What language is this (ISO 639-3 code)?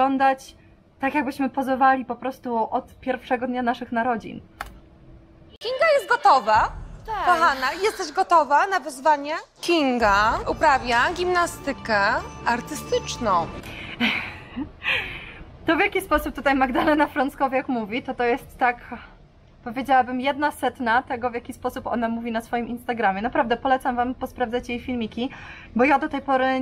pol